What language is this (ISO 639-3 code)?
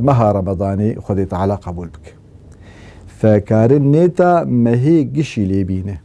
kur